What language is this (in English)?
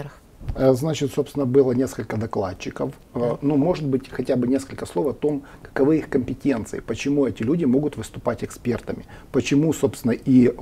Russian